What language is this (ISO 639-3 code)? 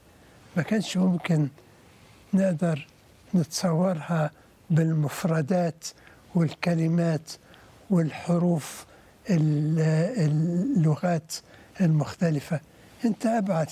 arz